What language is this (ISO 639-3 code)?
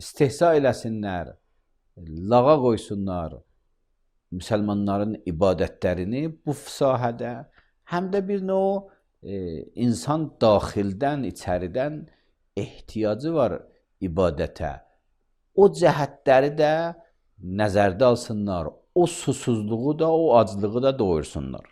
aze